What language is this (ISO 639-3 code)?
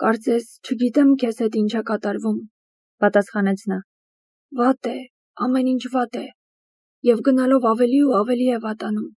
hye